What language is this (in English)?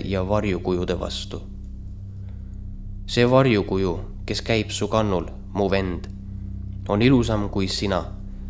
Estonian